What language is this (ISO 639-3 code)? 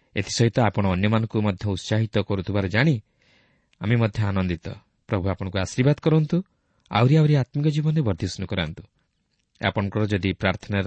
ori